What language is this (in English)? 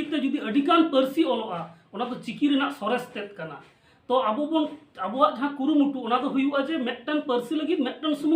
Santali